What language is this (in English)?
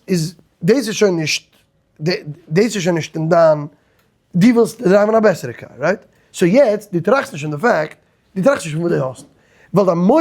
Yiddish